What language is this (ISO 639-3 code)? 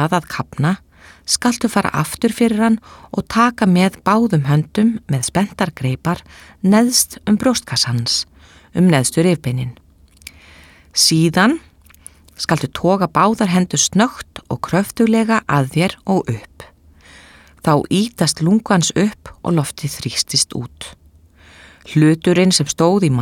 isl